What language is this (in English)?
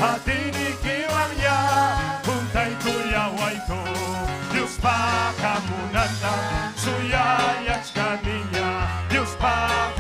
Ayacucho Quechua